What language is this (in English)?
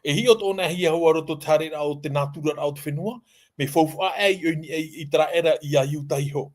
Tahitian